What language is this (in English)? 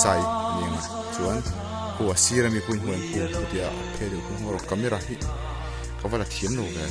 Mizo